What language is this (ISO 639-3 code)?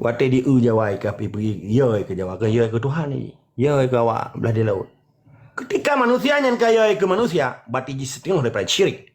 ace